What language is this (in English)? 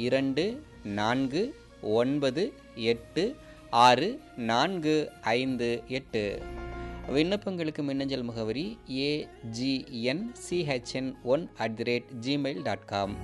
Tamil